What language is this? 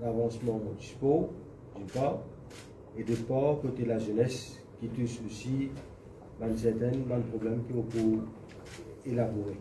Morisyen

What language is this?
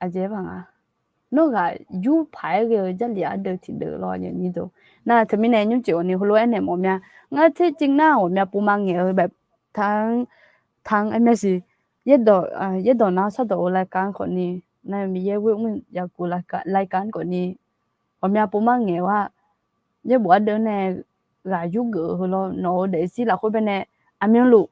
Akha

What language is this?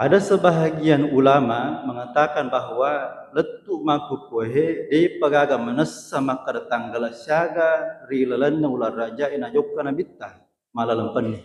Buginese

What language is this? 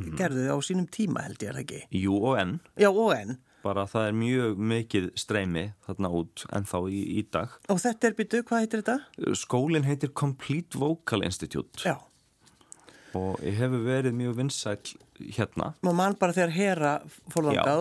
Icelandic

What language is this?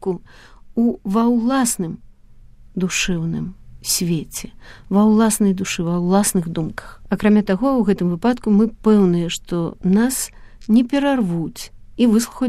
Belarusian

